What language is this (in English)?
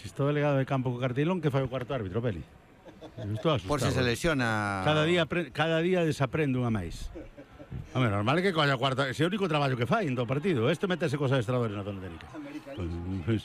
Galician